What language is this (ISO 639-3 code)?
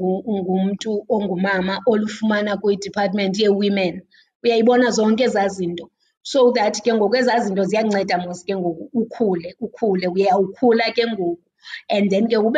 xho